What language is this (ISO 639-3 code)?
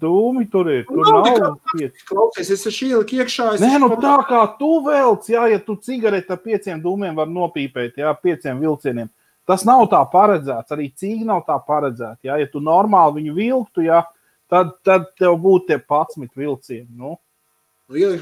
lav